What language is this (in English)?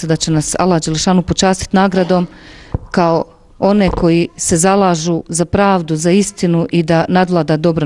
Bosnian